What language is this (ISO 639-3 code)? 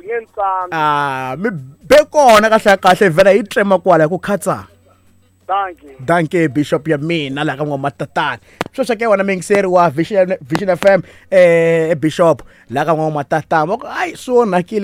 tso